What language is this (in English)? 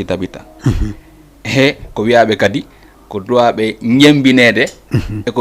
Fula